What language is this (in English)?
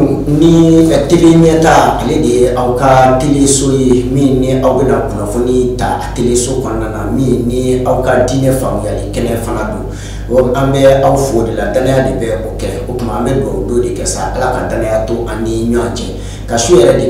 Bambara